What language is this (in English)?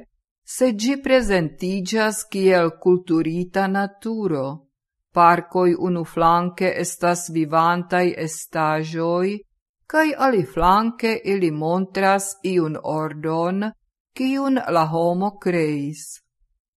Esperanto